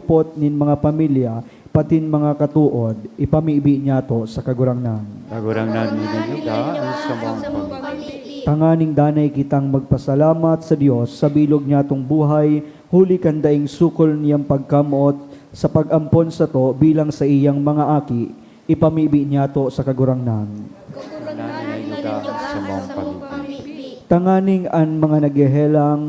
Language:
Bikol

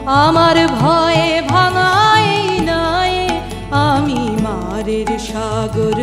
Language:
Bangla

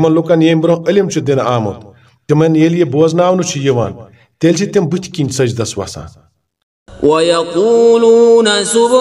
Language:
Kashmiri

